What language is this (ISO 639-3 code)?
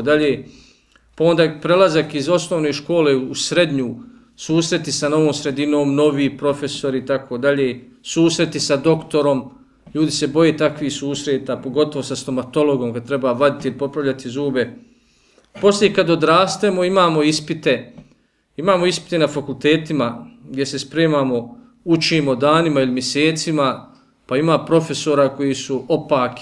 bos